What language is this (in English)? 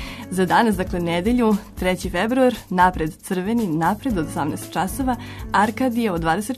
Serbian